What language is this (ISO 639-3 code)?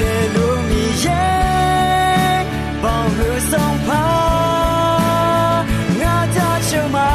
ahk